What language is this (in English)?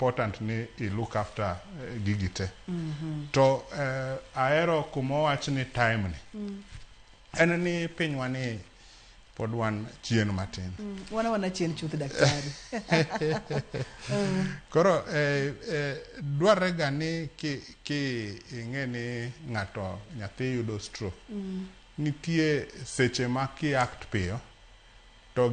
Luo (Kenya and Tanzania)